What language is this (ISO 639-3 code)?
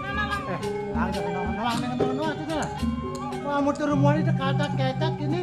ban